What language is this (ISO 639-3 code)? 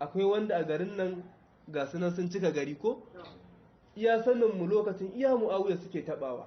hau